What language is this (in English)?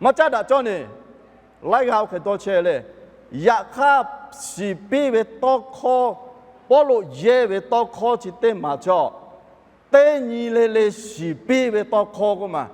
Lahu